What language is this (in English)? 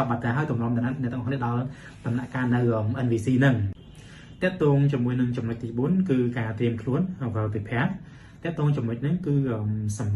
Khmer